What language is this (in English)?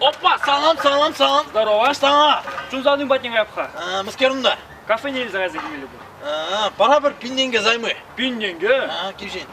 Chuvash